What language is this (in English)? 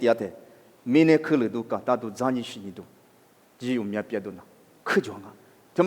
Lisu